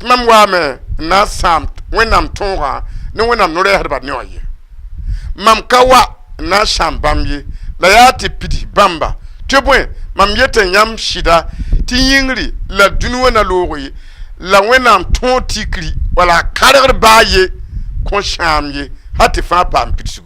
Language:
Mossi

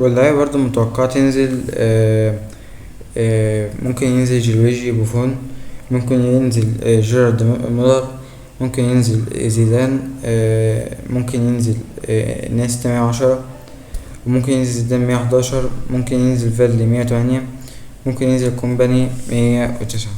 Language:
Egyptian Arabic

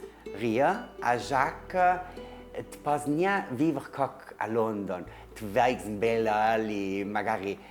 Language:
Ladin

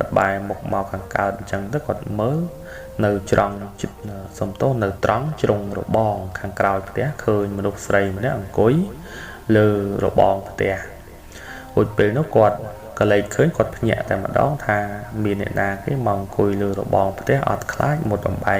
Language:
Khmer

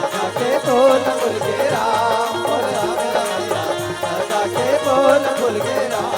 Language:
Chhattisgarhi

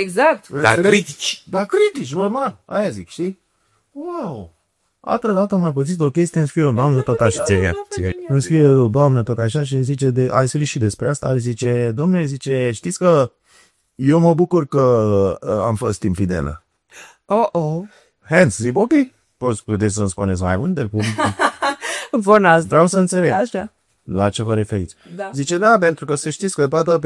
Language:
Romanian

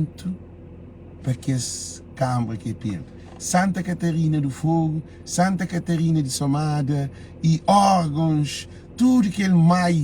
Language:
Kabuverdianu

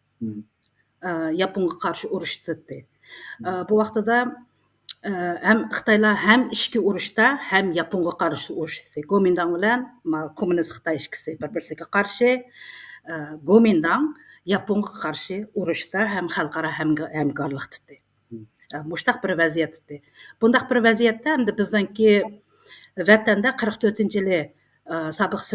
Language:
Uyghur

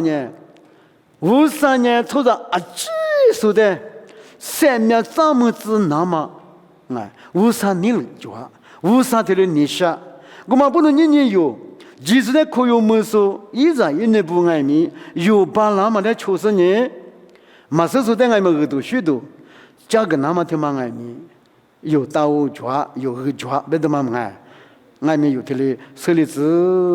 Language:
Lisu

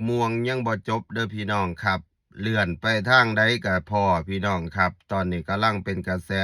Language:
Lao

